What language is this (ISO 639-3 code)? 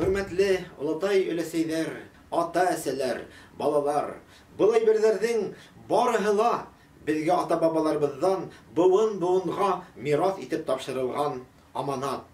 bak